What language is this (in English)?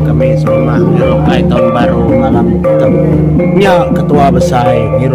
Iban